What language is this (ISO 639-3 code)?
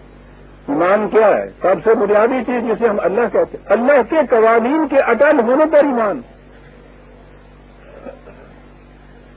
urd